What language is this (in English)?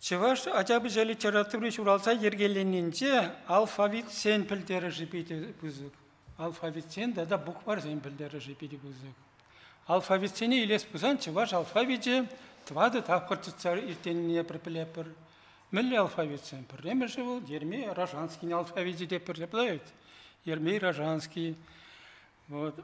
Chuvash